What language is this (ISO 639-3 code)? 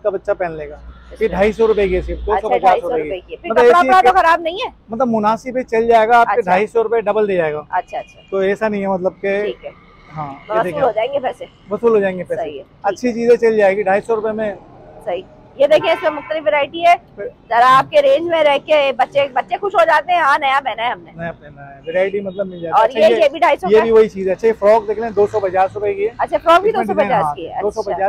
hin